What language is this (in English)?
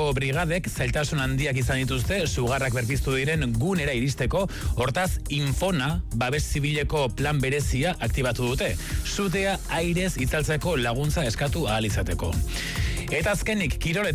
Basque